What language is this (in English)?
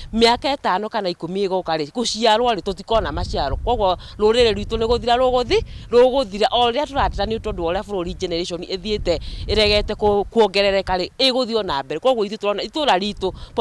Kikuyu